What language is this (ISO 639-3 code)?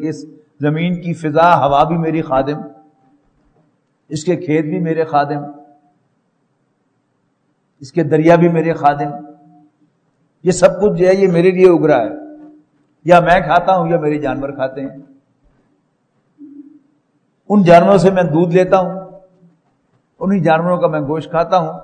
urd